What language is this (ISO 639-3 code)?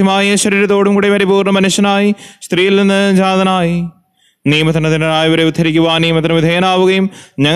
mal